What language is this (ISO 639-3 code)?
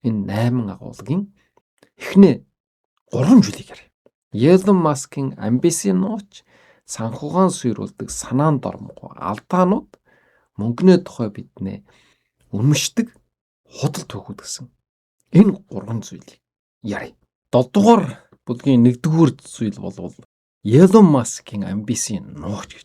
mon